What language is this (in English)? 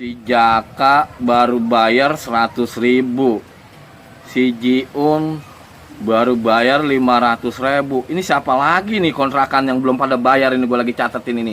Betawi